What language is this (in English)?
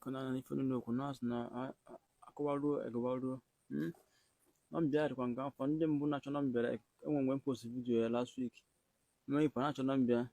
Igbo